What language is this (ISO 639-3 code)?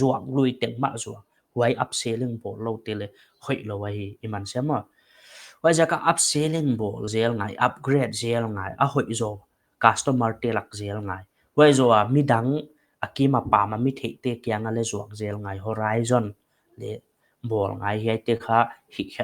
pck